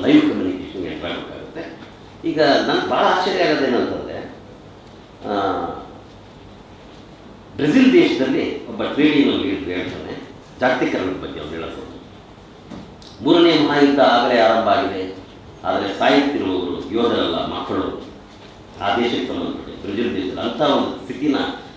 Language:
Kannada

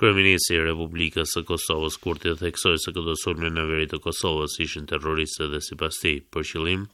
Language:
Albanian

